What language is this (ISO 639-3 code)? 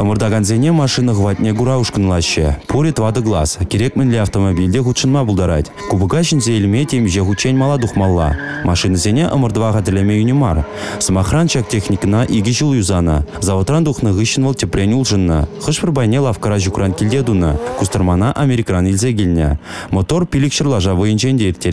chv